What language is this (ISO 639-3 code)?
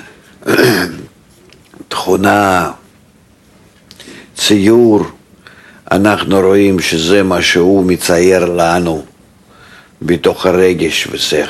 heb